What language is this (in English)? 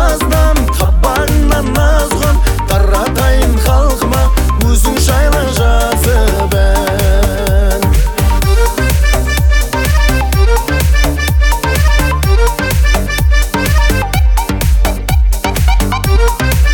Kazakh